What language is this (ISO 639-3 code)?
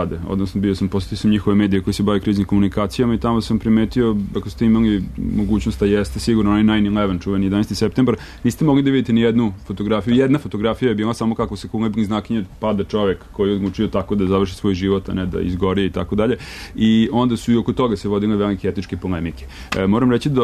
srp